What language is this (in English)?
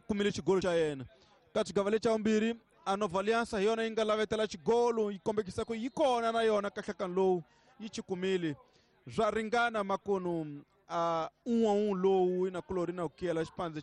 Tsonga